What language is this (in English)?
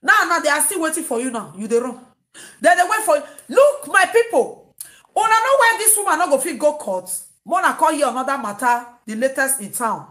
Nigerian Pidgin